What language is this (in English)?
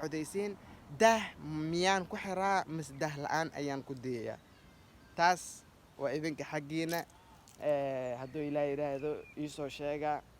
Somali